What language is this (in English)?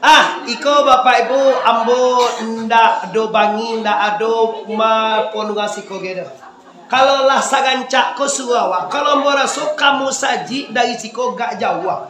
Minangkabau